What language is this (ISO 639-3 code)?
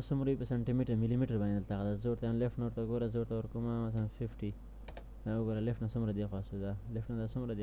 pus